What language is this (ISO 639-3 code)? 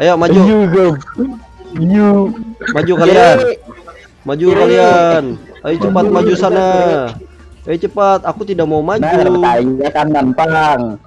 bjn